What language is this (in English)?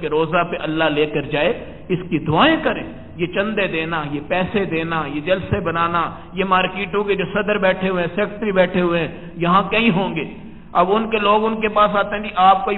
Urdu